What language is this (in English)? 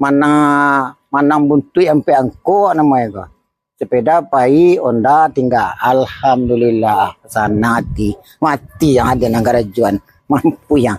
Minangkabau